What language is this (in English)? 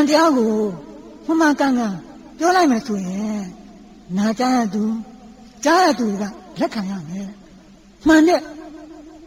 Burmese